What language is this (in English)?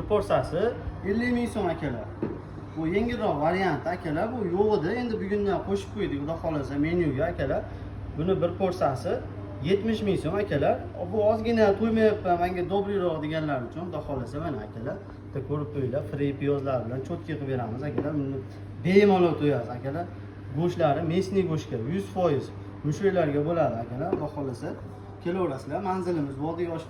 Uzbek